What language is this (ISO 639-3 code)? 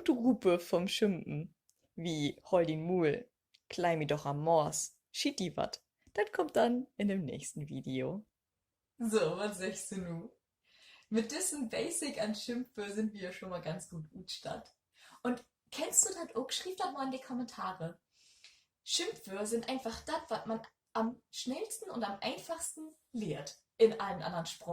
nds